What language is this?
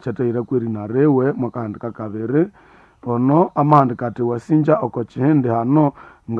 Nande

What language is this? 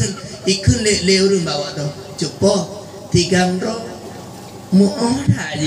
Achinese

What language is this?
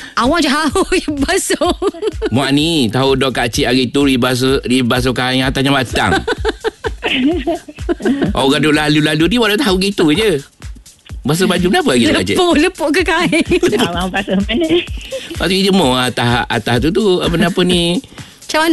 Malay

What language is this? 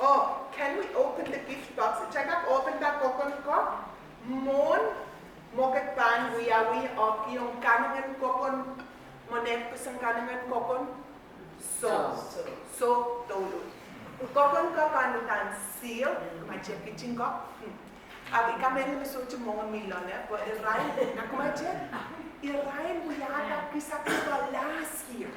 Pohnpeian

